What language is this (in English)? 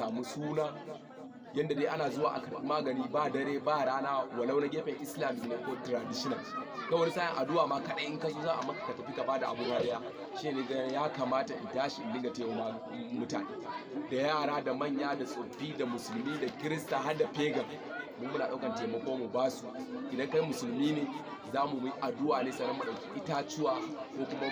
Hausa